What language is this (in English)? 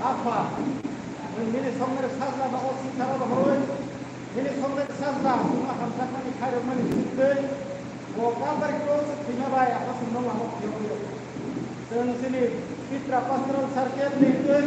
Kok Borok